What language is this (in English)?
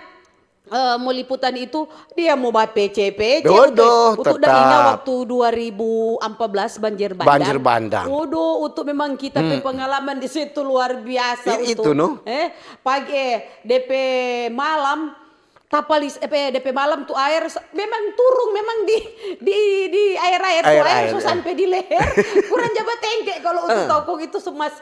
Manado Malay